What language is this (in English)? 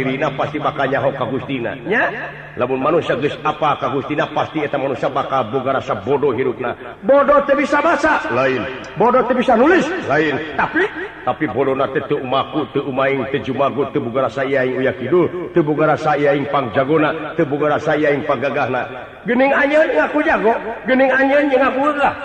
Sundanese